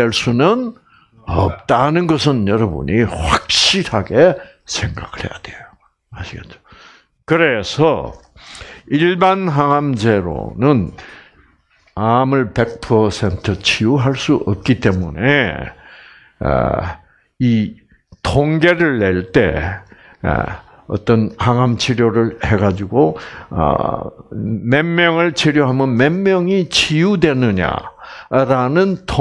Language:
Korean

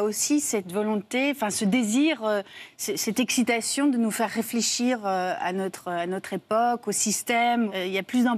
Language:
French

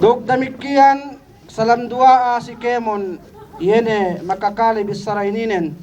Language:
Yakan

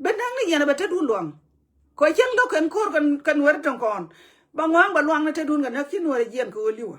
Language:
Nuer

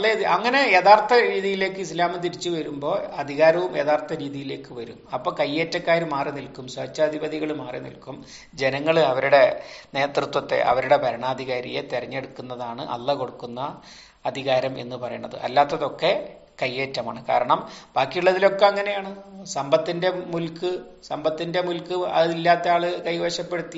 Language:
Malayalam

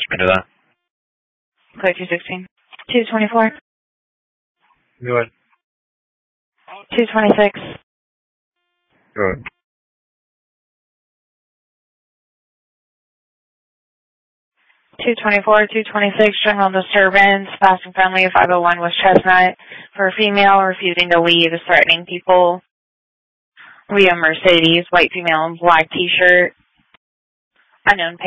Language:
English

